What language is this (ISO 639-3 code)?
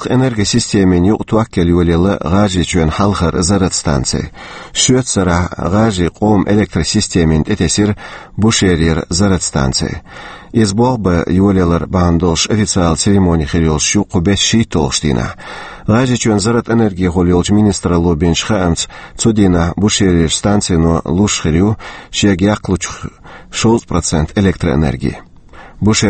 che